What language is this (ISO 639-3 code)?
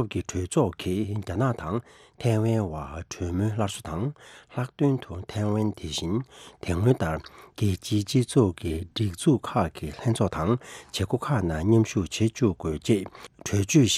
bod